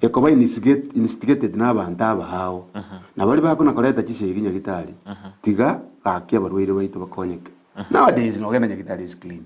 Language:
Gusii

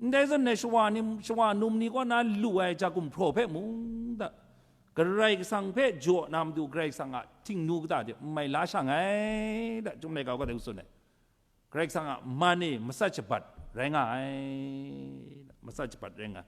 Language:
Kachin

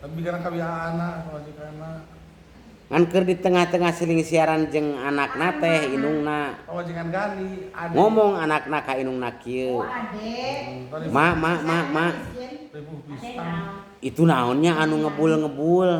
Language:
Sundanese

